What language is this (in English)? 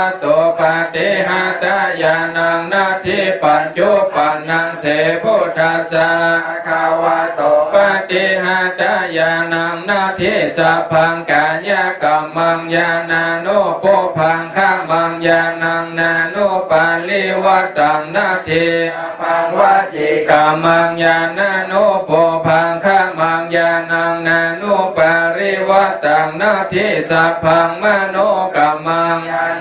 Pali